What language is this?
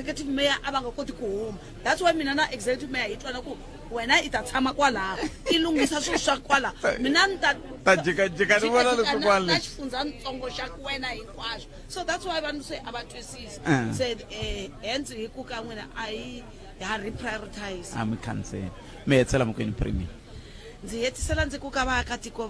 Tsonga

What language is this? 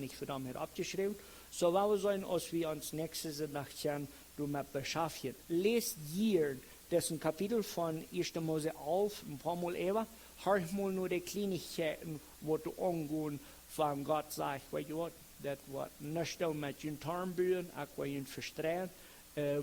Plautdietsch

